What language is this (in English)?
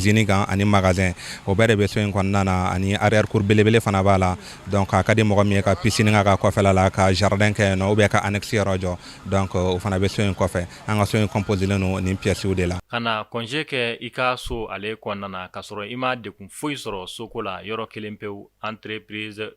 Bambara